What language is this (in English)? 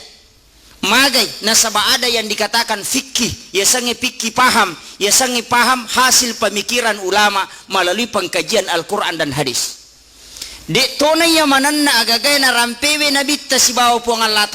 Buginese